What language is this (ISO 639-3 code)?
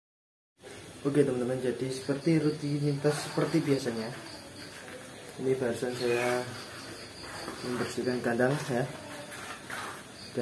ind